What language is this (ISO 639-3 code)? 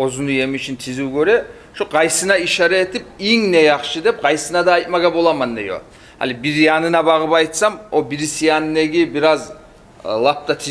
kum